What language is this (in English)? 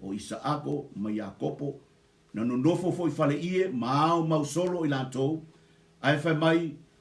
Samoan